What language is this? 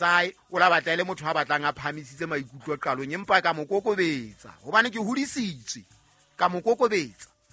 Southern Sotho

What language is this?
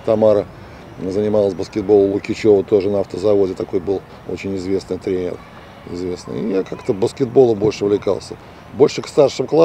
Russian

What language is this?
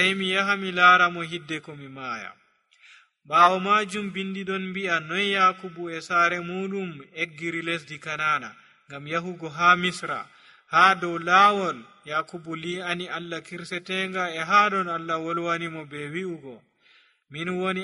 Nigerian Fulfulde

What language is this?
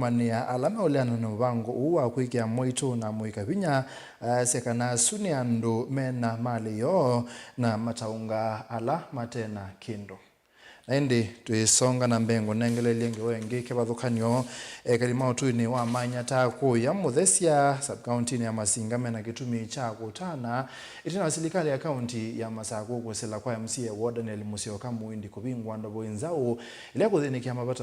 Kamba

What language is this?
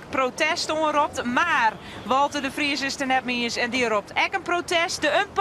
Western Frisian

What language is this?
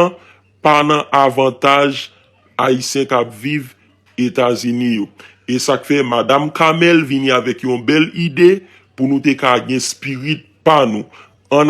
Haitian Creole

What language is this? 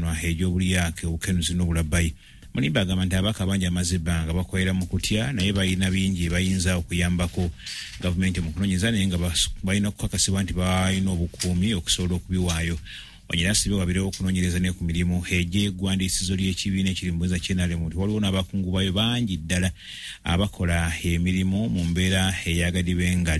Ganda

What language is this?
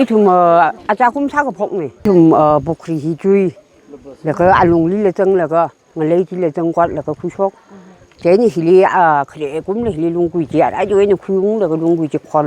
Tangkhul Naga (India)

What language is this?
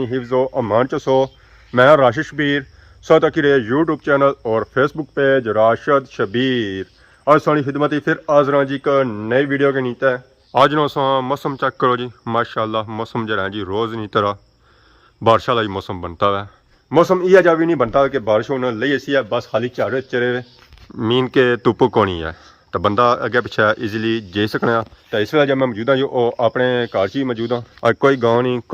Pahari-Potwari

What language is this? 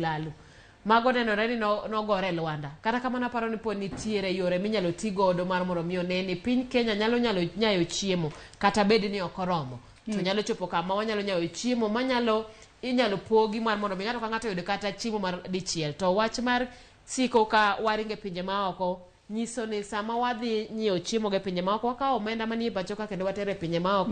Luo (Kenya and Tanzania)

